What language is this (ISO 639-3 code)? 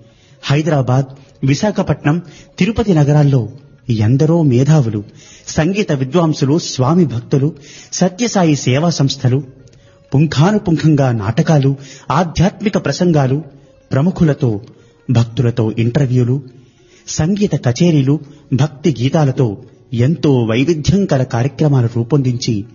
tel